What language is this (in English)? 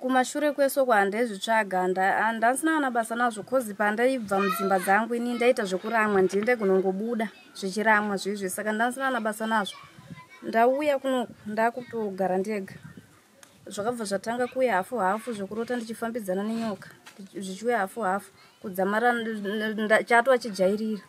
Shona